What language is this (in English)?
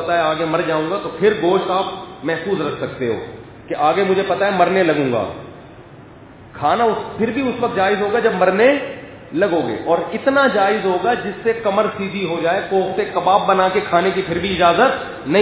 Urdu